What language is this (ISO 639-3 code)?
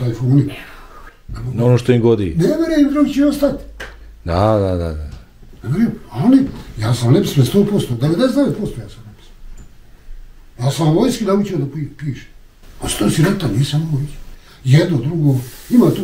bos